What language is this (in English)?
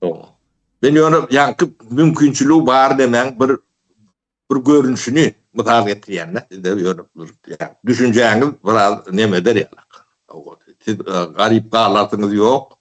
Turkmen